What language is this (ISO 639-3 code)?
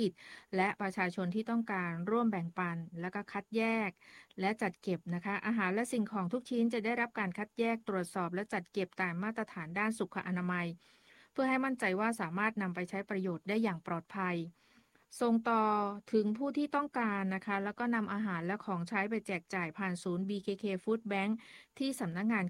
tha